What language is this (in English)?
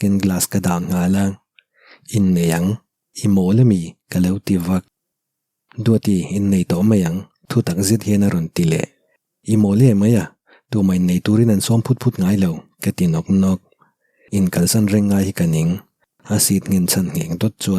Mizo